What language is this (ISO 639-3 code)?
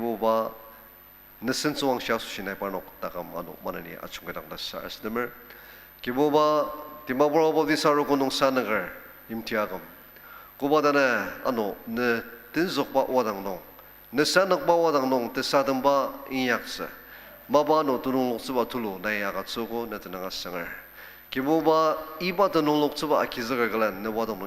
njo